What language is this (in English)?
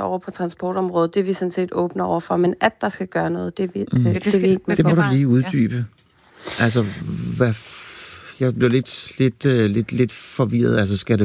Danish